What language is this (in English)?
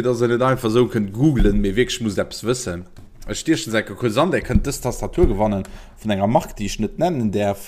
Luxembourgish